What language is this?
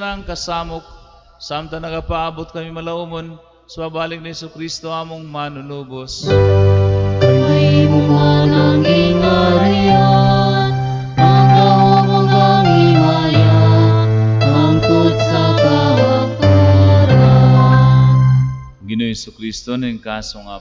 Cebuano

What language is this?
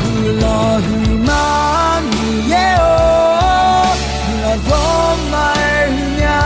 Akha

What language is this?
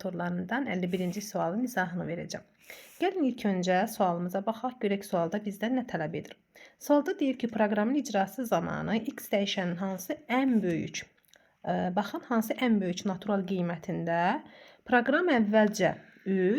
Azerbaijani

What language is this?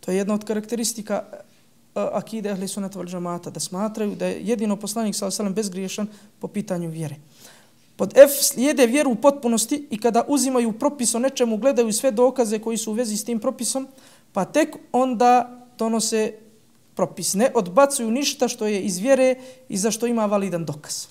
Bosnian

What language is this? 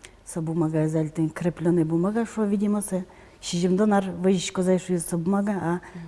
Udmurt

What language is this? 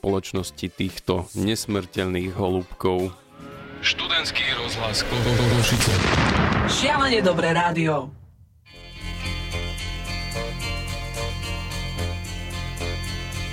Slovak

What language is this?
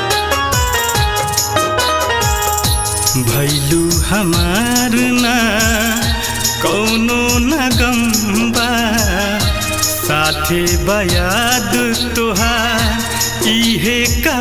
Bhojpuri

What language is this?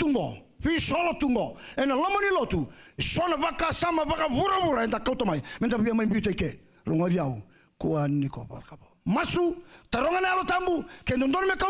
Fijian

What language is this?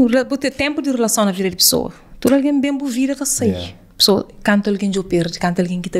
Kabuverdianu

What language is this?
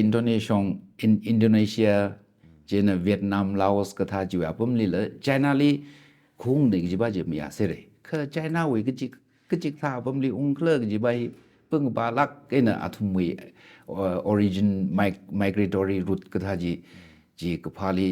Tangkhul Naga (India)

